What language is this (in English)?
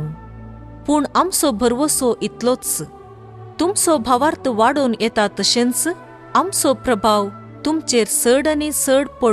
Konkani